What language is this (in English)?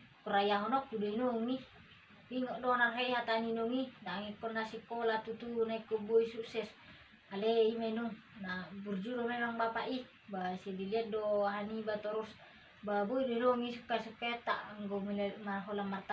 Batak Toba